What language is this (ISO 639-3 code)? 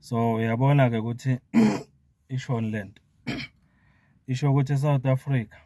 zul